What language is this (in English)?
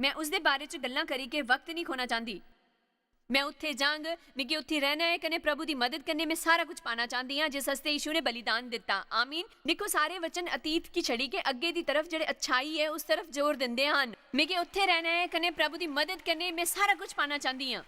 Dogri